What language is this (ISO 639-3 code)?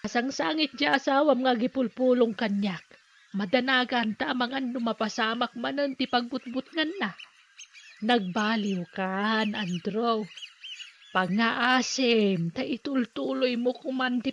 ilo